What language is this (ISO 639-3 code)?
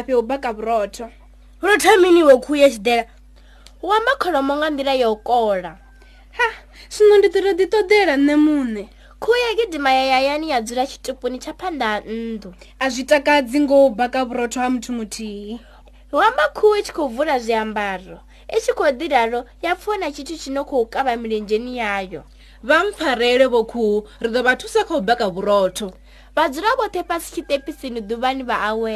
ven